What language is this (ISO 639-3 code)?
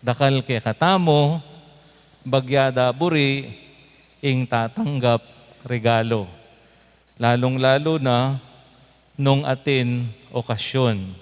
pam